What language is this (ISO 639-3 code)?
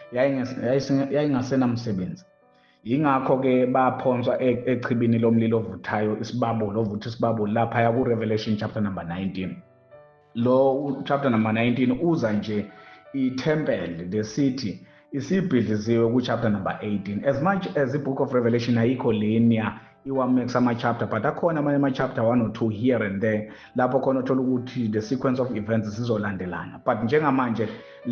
zul